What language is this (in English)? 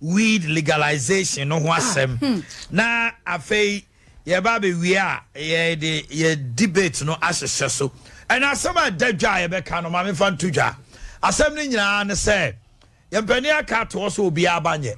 Akan